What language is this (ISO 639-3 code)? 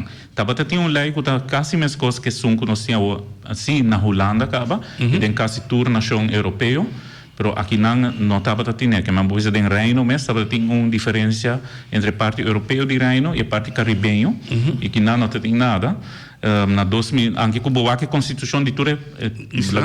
pap